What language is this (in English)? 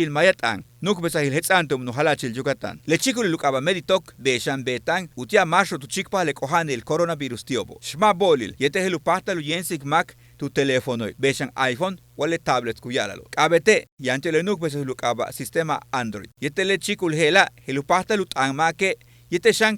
Yucateco